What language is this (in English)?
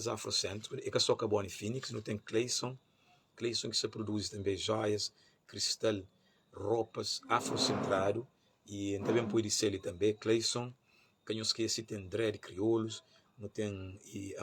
Kabuverdianu